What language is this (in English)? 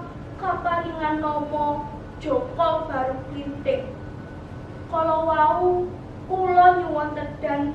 Javanese